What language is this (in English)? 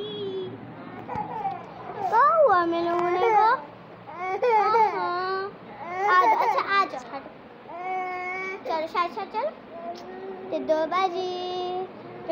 Hindi